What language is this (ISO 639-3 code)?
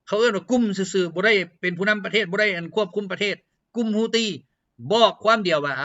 lao